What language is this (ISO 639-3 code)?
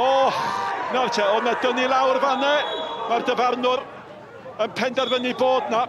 cym